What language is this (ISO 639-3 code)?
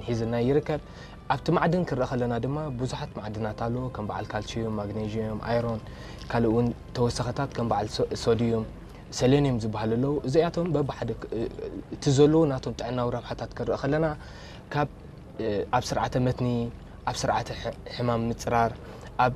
tir